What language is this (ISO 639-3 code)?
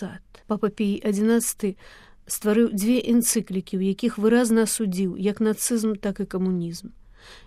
bel